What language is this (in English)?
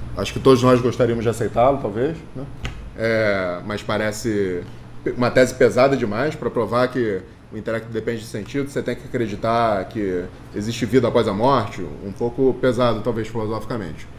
Portuguese